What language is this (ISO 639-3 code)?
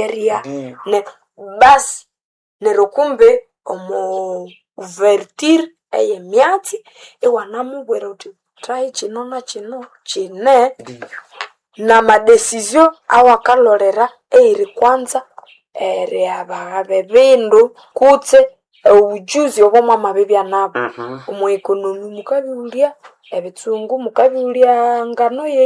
nnb